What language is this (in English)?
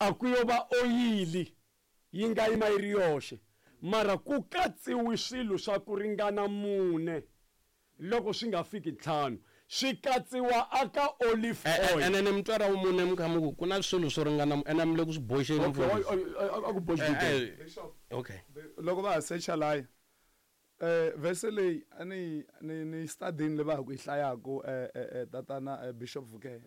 Tsonga